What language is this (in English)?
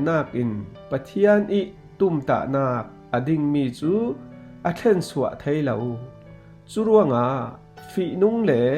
Falam Chin